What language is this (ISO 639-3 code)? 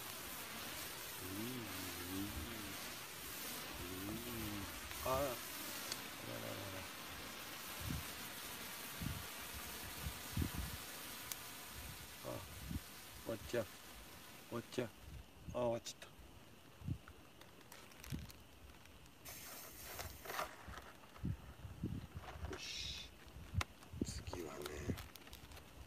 jpn